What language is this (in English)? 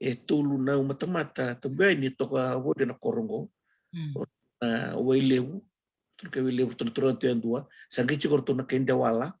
Fijian